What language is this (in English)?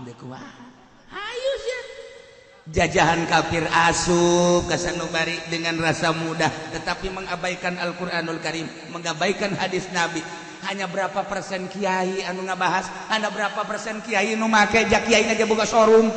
Sundanese